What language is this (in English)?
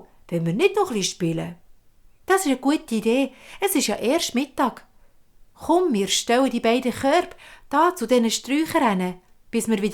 Swiss German